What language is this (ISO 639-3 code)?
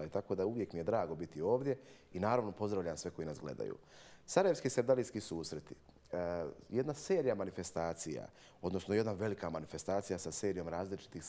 bos